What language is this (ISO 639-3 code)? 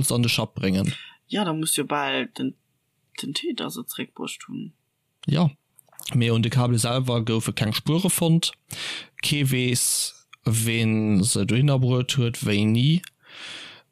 ltz